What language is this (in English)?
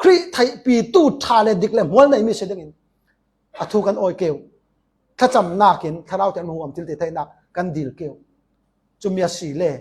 Falam Chin